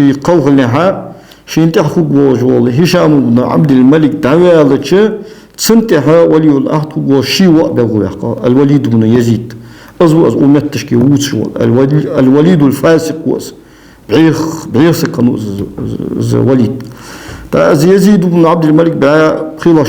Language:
Ingush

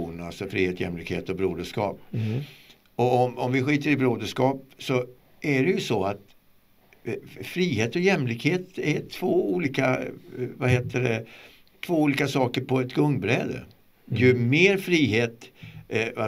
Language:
Swedish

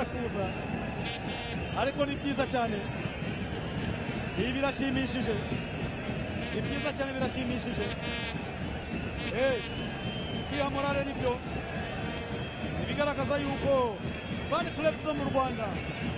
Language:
Kinyarwanda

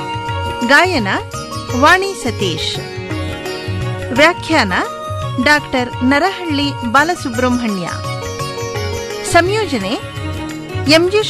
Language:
Kannada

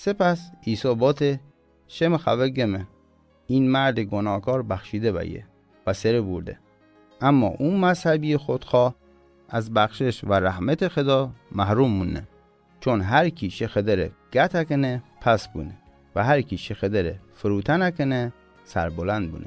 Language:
Mazanderani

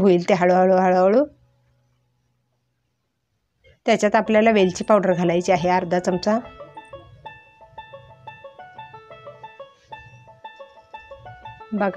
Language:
Marathi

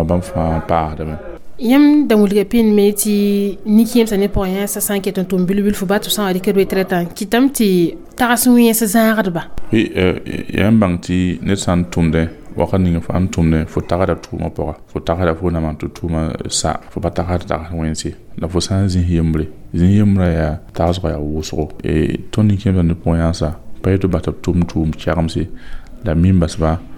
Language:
Mossi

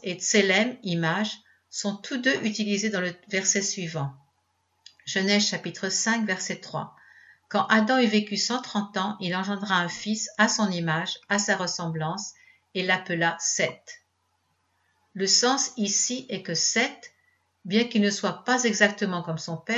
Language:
French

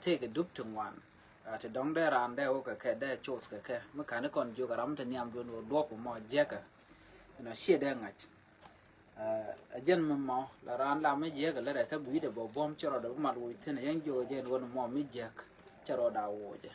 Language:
Nuer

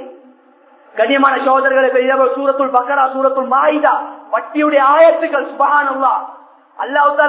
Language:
Tamil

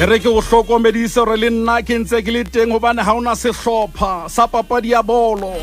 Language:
Southern Sotho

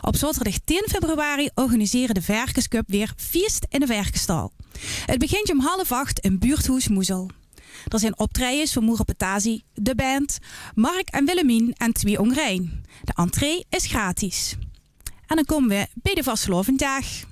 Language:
Limburgish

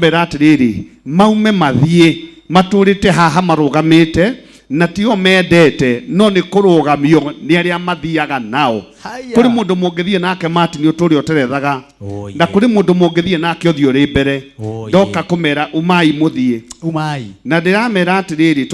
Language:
Kikuyu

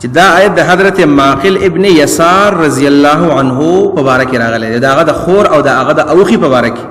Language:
Pashto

